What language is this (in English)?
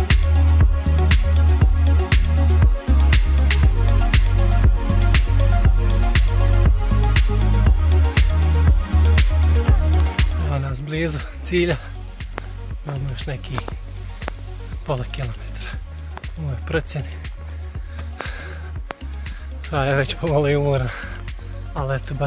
Bosnian